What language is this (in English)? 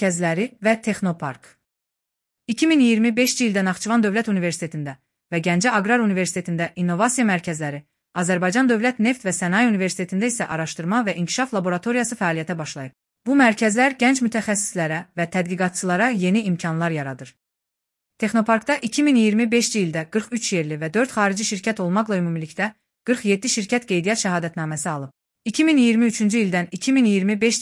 Azerbaijani